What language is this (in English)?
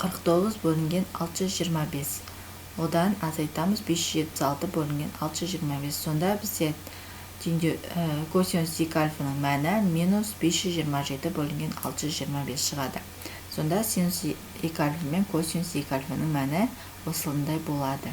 Kazakh